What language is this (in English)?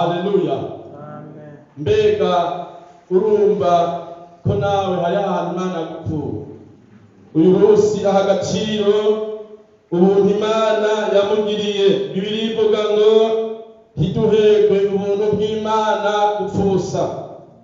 Rundi